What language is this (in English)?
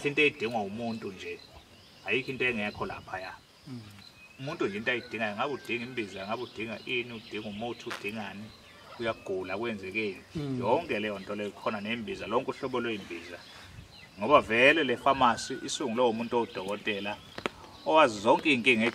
Zulu